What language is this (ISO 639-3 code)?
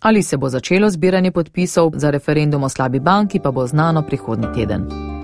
slv